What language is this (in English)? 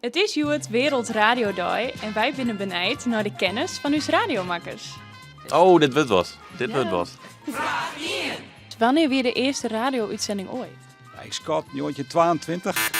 Western Frisian